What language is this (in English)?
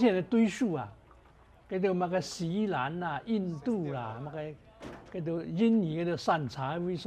Hakka Chinese